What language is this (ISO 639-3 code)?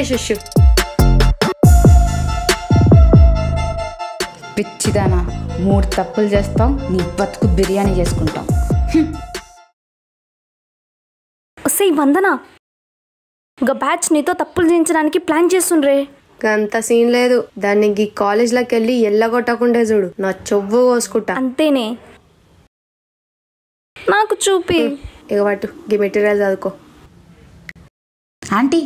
tel